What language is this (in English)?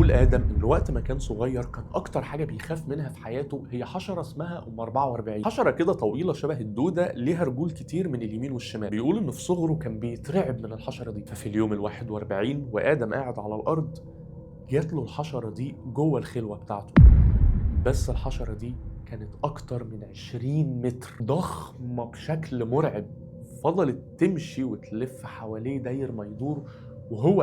Egyptian Arabic